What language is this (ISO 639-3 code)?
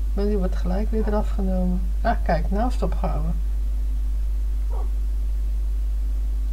nld